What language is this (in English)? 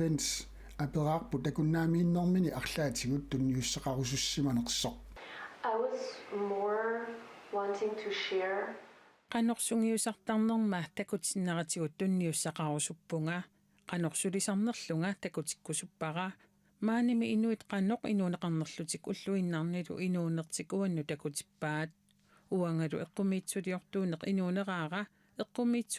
Kalaallisut